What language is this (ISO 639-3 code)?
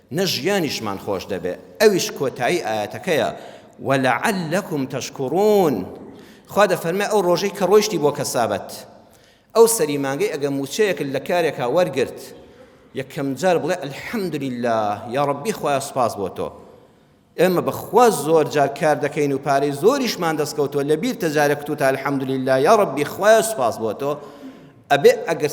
ckb